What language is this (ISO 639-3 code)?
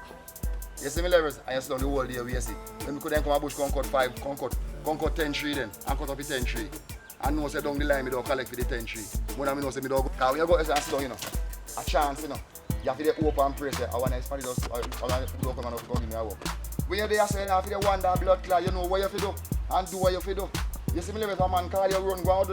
jam